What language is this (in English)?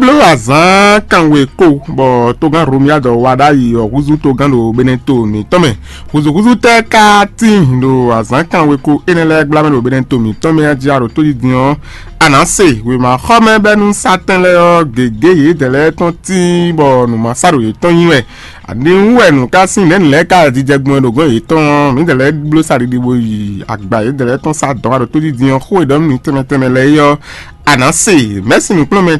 Fon